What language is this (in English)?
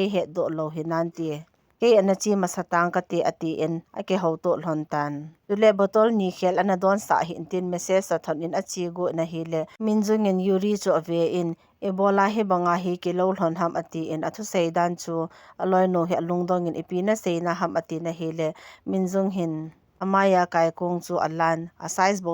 Thado Chin